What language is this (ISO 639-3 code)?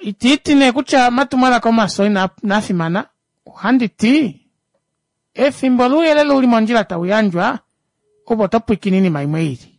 kua